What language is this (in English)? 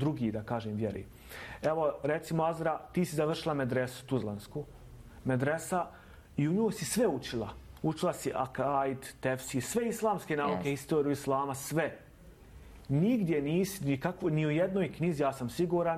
Bosnian